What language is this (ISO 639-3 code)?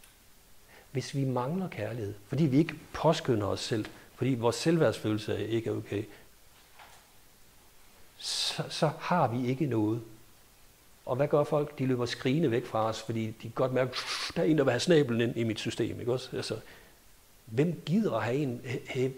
dan